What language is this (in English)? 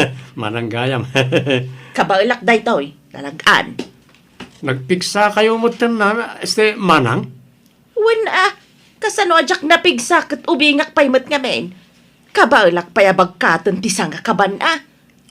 Iloko